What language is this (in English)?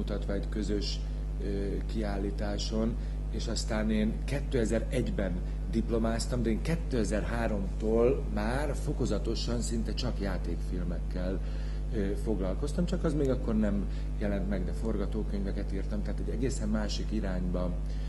Hungarian